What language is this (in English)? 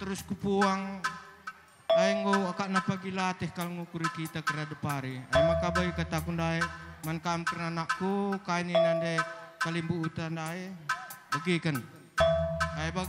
Batak Karo